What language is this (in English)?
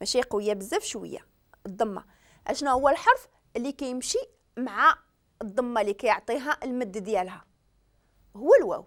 Moroccan Arabic